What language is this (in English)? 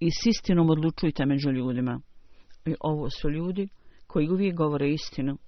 Bosnian